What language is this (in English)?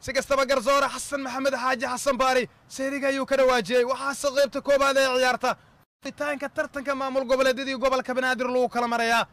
Somali